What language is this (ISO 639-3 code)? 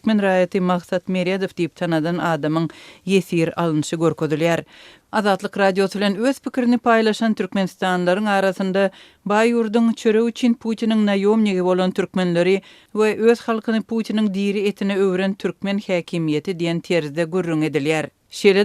tuk